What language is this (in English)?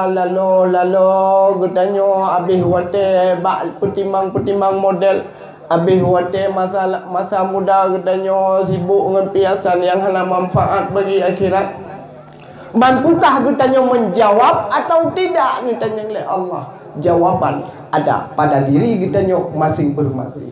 Achinese